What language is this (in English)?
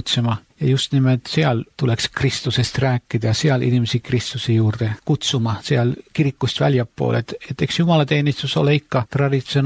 Estonian